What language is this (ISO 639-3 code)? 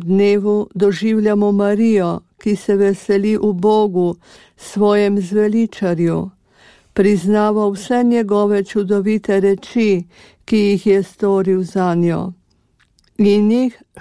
slv